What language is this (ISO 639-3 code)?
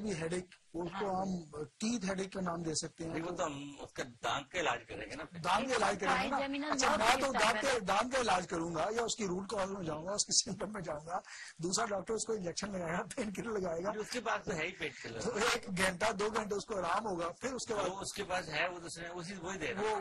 urd